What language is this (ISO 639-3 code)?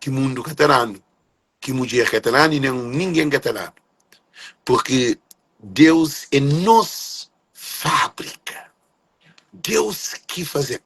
kea